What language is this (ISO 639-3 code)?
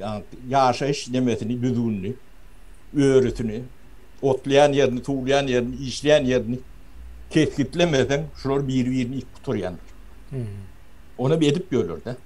tuk